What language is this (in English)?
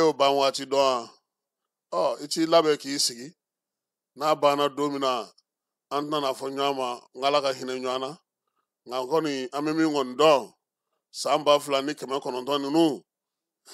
Bambara